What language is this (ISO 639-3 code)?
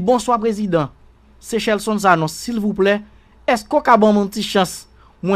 hat